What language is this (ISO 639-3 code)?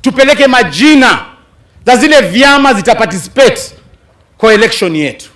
swa